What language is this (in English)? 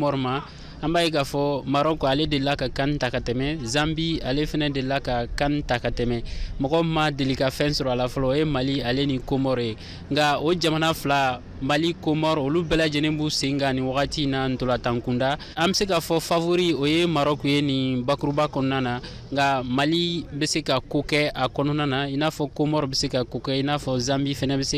Bambara